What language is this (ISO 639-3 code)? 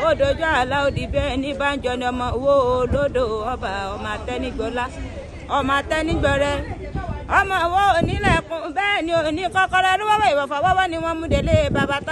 yor